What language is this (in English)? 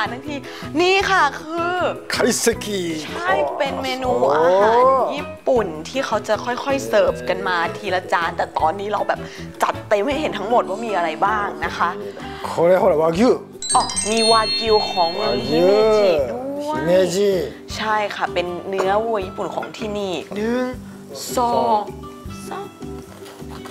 Thai